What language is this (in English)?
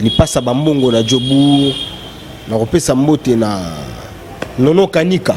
Lingala